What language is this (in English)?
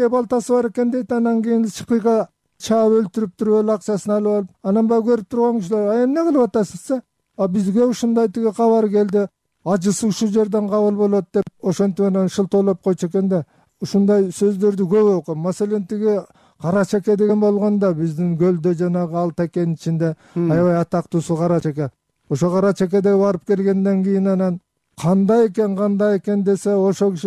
Kyrgyz